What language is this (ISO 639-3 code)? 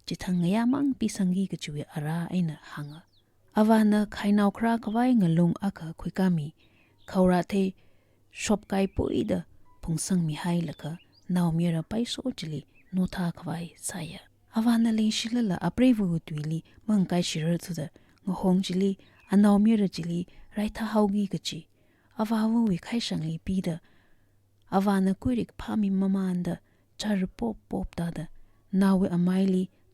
nmf